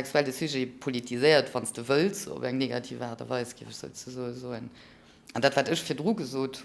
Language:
Luxembourgish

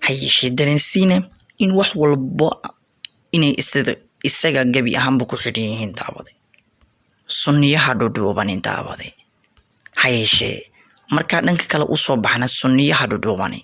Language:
Somali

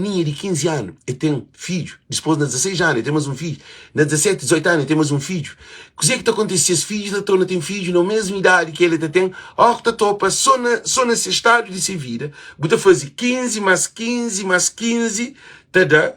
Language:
Kabuverdianu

